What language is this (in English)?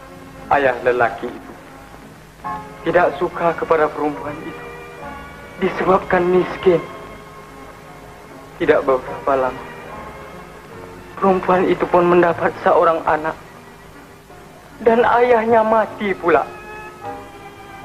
Malay